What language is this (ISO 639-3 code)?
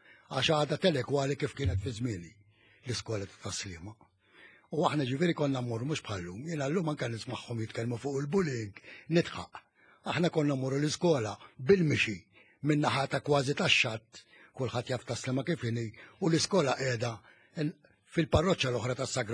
mlt